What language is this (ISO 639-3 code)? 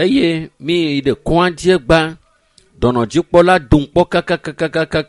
ewe